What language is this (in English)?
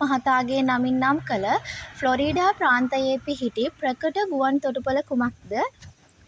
Sinhala